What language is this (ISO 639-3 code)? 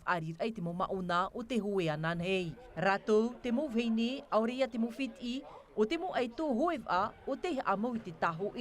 tah